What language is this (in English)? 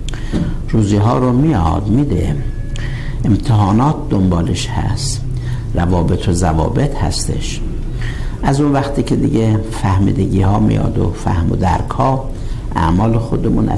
Persian